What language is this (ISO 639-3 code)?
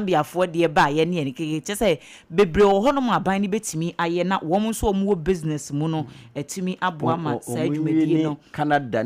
aka